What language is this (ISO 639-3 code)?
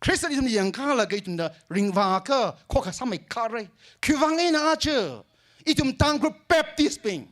nmf